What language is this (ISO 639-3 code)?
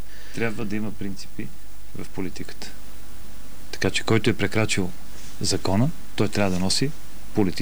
bul